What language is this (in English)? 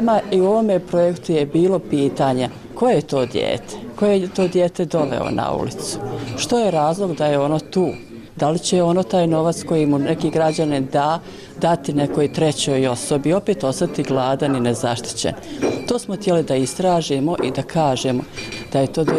Bosnian